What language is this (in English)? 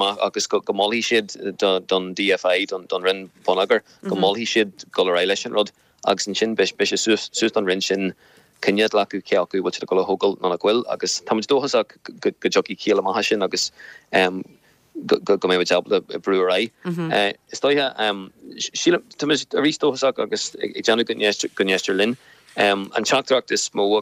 Irish